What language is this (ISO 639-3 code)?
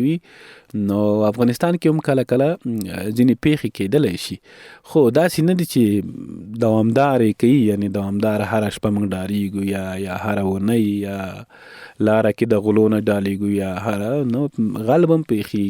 pus